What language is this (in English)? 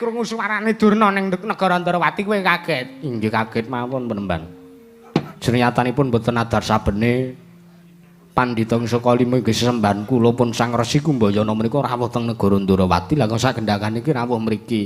Javanese